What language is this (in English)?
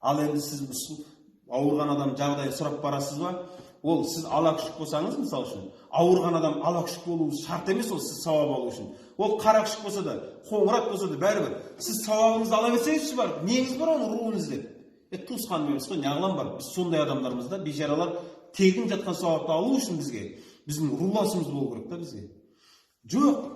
Kazakh